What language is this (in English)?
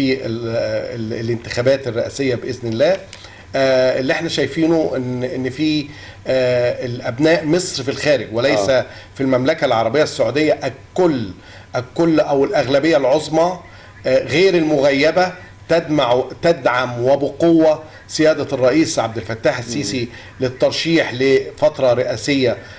Egyptian Arabic